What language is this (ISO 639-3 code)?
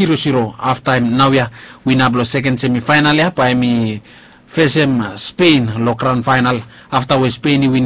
bis